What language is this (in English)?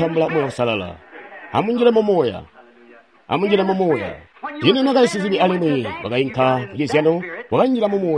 Tonga (Zambia)